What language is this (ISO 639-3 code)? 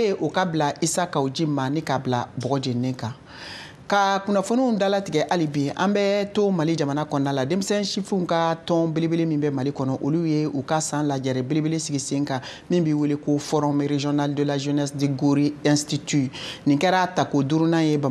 bam